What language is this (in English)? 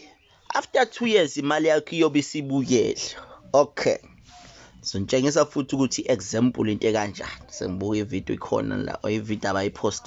Zulu